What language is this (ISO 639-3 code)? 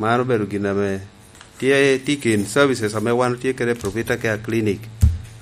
laj